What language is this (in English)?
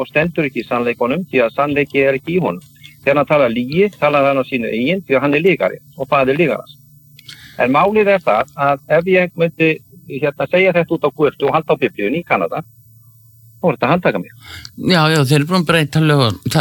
Icelandic